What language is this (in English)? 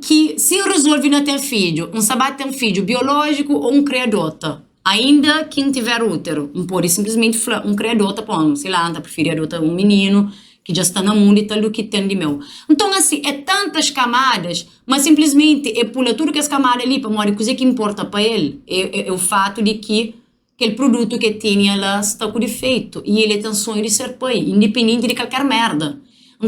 Kabuverdianu